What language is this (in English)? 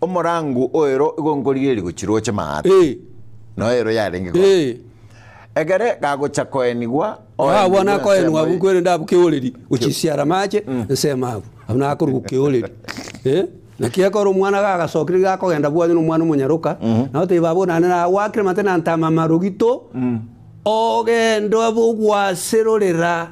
Gusii